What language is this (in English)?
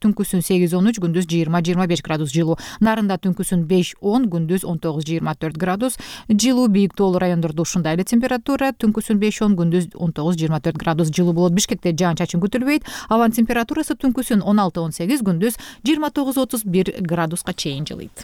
Kyrgyz